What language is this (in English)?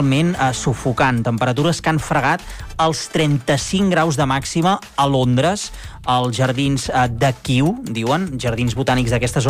Catalan